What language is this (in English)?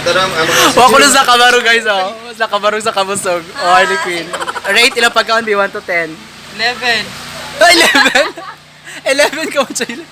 Cebuano